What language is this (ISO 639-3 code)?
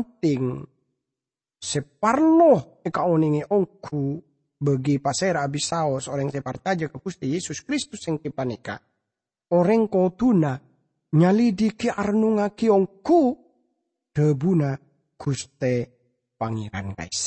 mad